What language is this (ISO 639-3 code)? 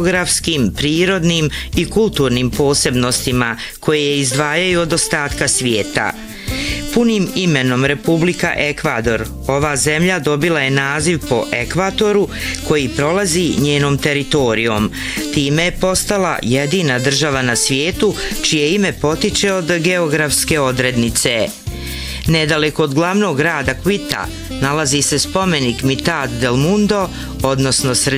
bos